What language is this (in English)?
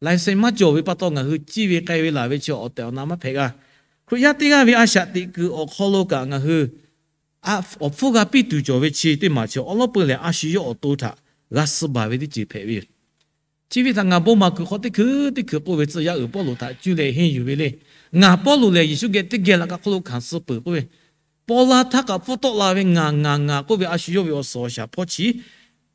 Lahu